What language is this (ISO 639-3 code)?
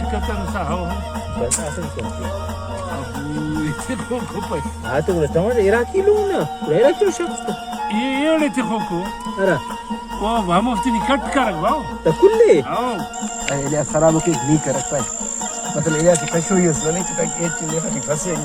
brh